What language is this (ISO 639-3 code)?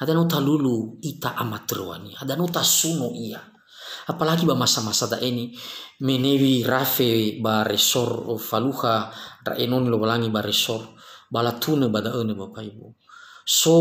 nia